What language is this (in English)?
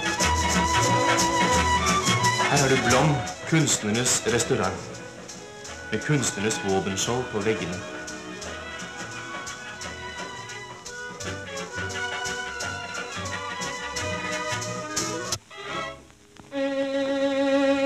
Norwegian